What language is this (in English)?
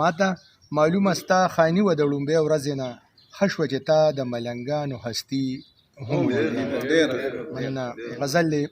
Pashto